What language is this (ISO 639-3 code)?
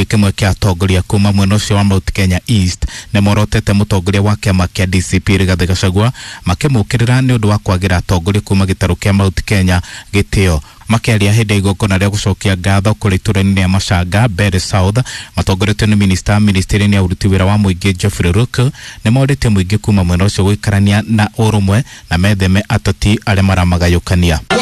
kik